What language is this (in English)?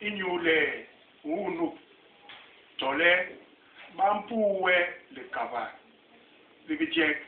Basaa